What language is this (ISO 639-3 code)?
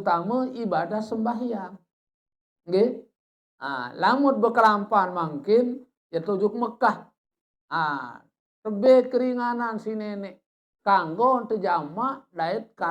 sas